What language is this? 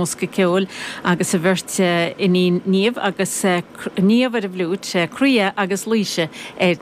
Irish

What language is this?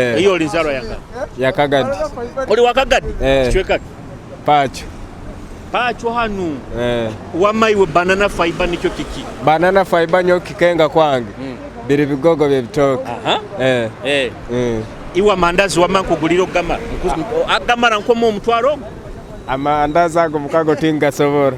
Nyoro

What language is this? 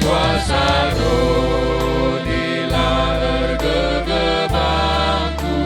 Batak Karo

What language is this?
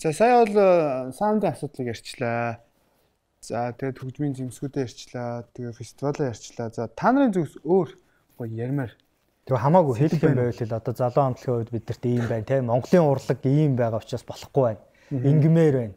Mongolian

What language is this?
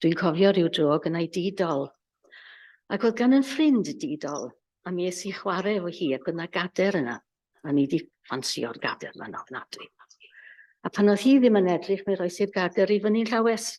Welsh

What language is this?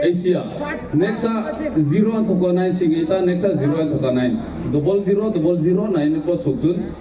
Hmar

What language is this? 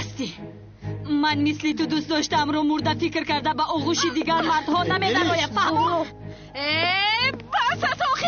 Tajik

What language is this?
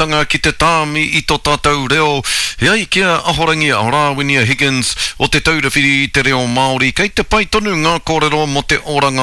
Māori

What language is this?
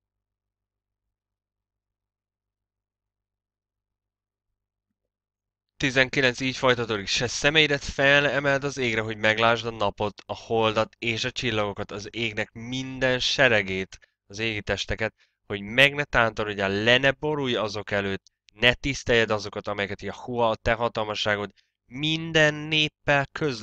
Hungarian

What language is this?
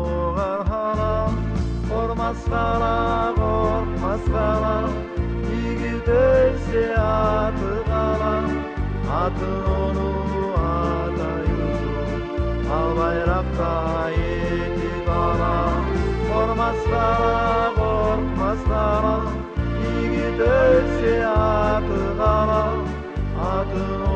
Kumyk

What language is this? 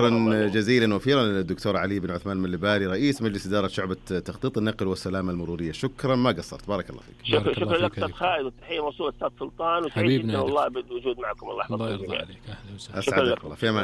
Najdi Arabic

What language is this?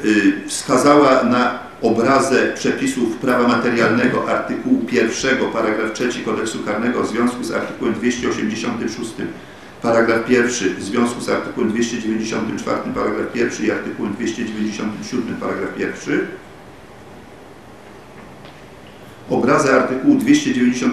Polish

